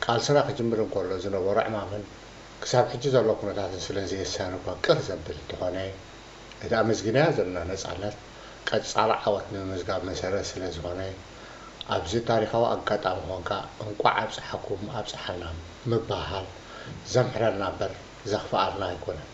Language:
Tigrinya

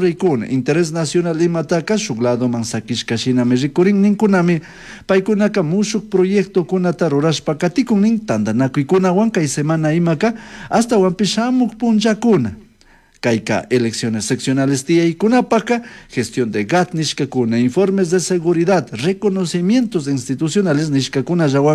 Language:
Chimborazo Highland Quichua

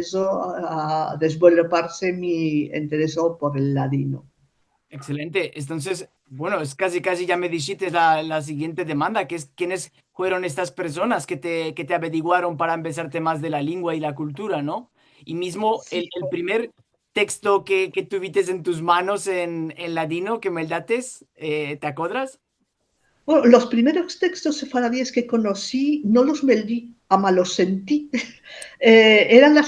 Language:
Ladino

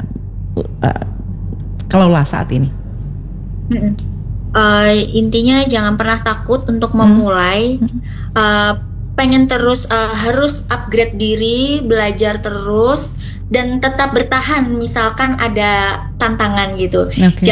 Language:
Indonesian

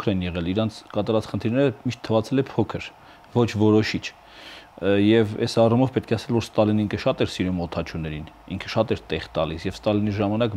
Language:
Armenian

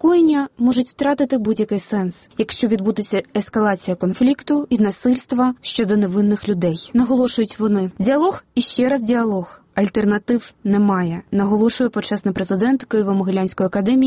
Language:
Ukrainian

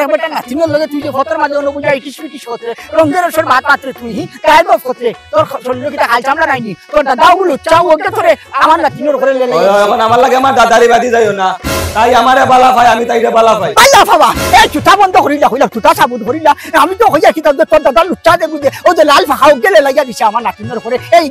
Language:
Sylheti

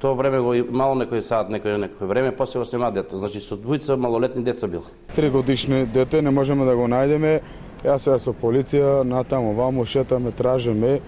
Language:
Macedonian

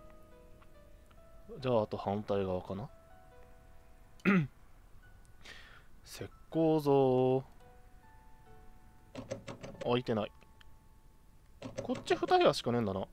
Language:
Japanese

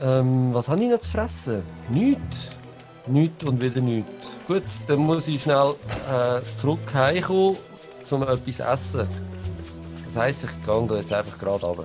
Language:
Swiss German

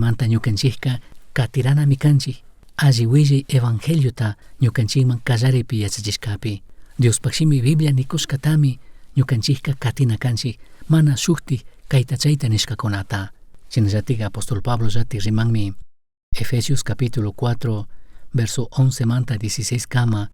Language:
Chimborazo Highland Quichua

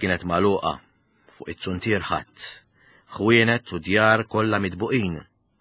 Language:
Maltese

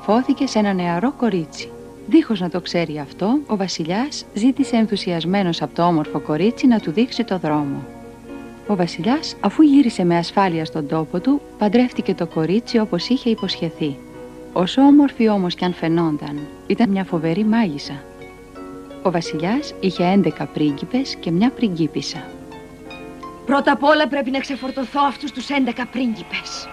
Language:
Greek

